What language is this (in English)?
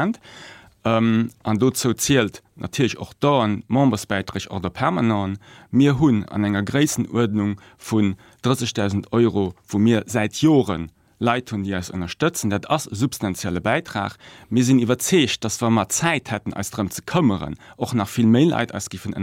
Luxembourgish